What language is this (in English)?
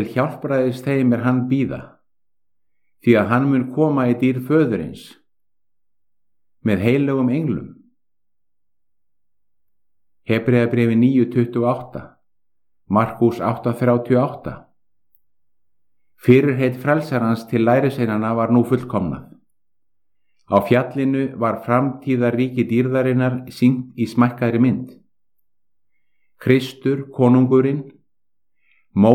Icelandic